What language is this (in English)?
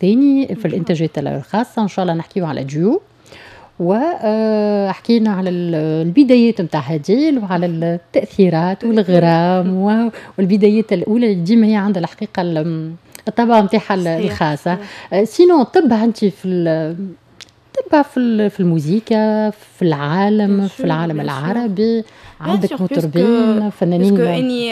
Tunisian Arabic